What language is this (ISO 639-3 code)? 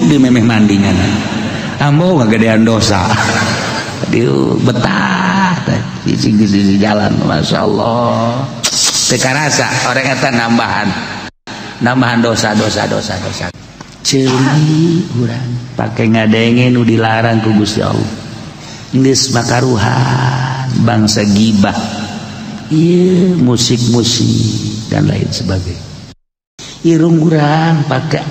sun